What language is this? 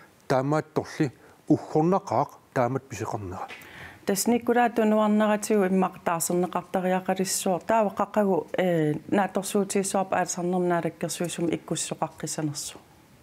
Kalaallisut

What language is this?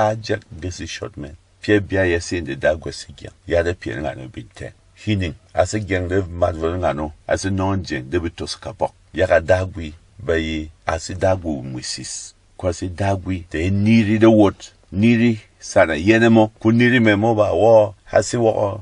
Berom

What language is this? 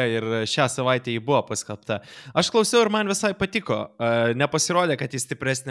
Lithuanian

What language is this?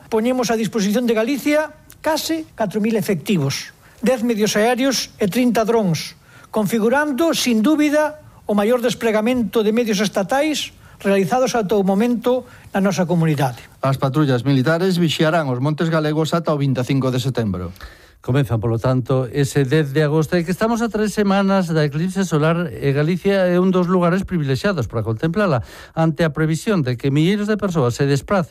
Galician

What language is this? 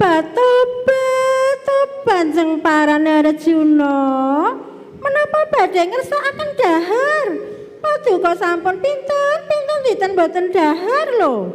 Javanese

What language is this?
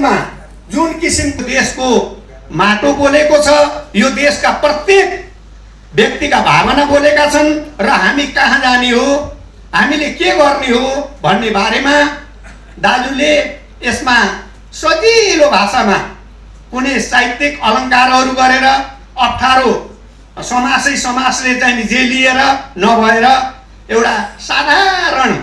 Nepali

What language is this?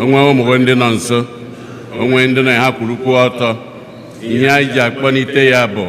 Igbo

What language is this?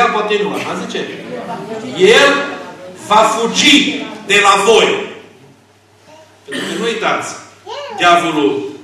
Romanian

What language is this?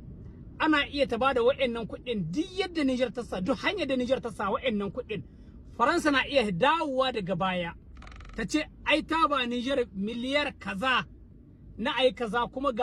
Hausa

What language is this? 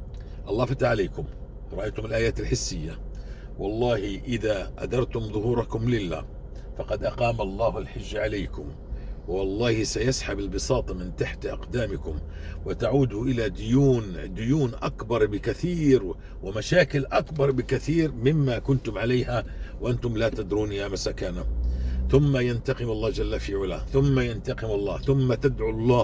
North Levantine Arabic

